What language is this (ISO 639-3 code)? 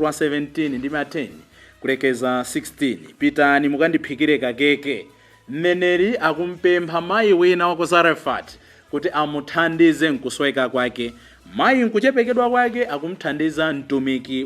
nya